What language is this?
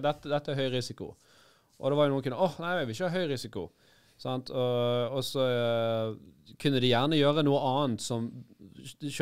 Norwegian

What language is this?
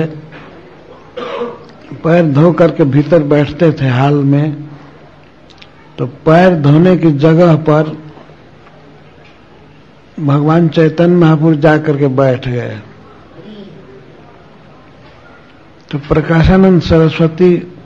Hindi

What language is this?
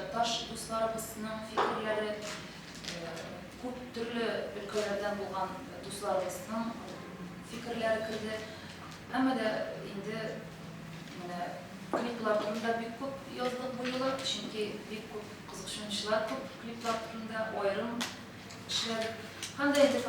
Tatar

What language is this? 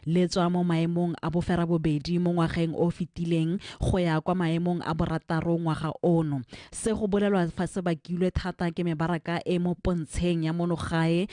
Tswana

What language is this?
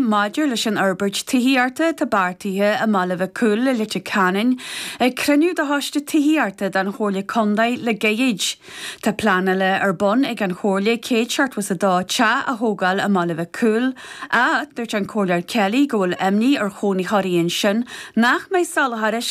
Irish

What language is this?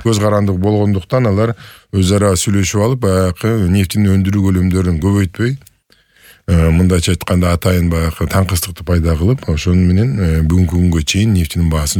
Kyrgyz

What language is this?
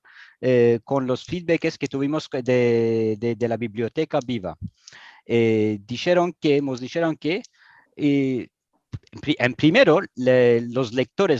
Ladino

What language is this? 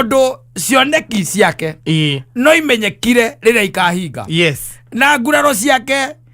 Kikuyu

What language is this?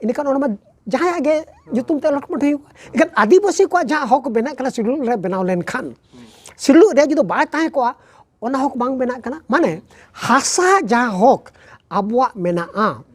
Santali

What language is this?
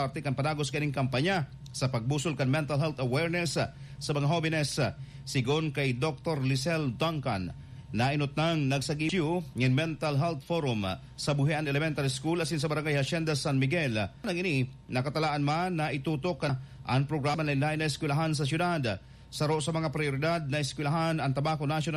Bikol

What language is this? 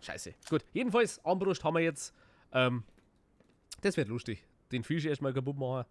Bavarian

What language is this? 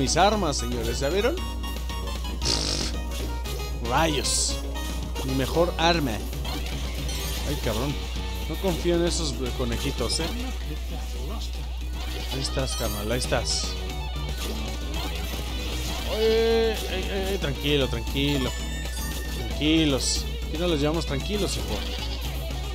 Spanish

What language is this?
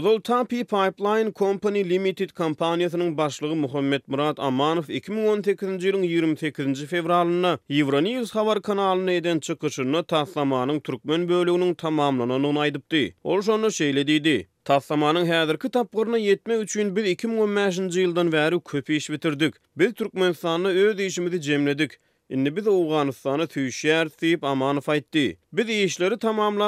Turkmen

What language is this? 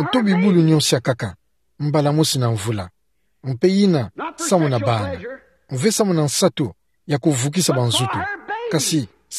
Kituba (Democratic Republic of Congo)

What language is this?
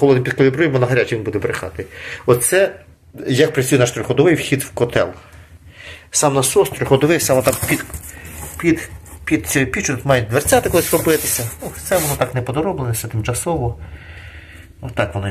Ukrainian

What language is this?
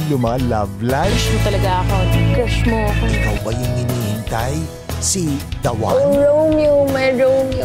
Filipino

